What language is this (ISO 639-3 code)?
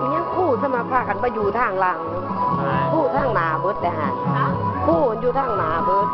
lao